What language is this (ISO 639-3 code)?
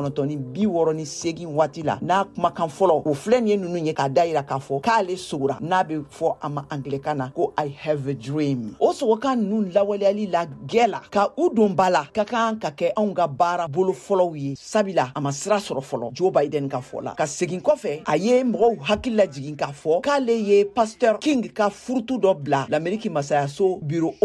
bam